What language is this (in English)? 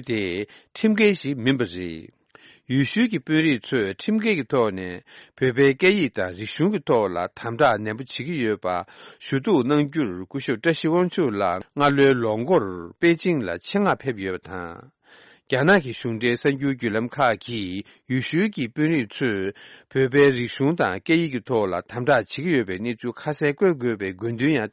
Tibetan